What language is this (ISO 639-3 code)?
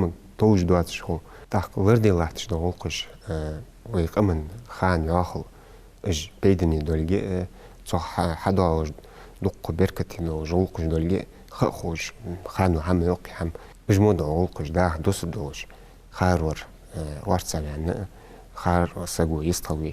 inh